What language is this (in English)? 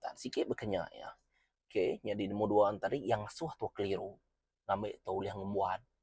Iban